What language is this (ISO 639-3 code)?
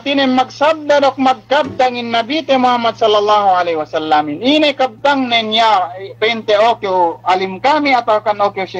yka